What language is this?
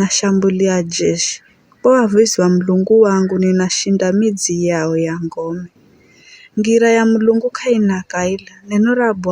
Giryama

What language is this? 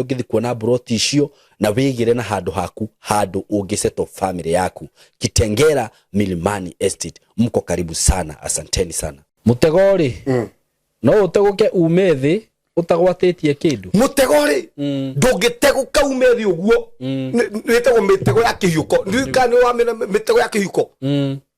Kikuyu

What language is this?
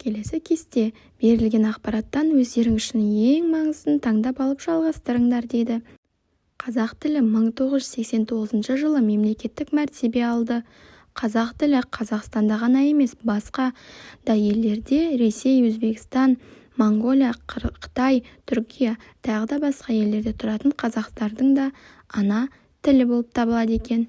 Kazakh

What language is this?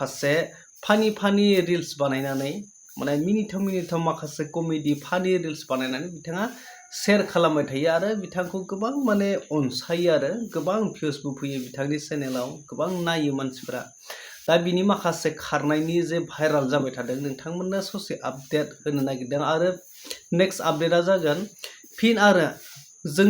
Bodo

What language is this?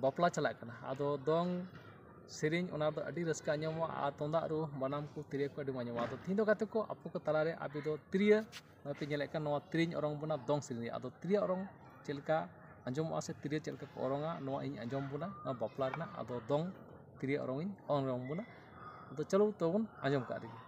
Santali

